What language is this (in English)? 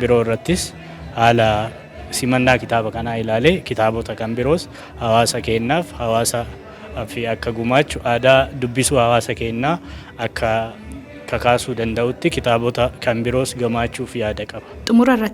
Oromo